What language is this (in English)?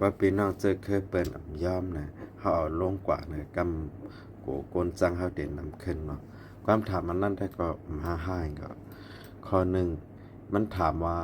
Shan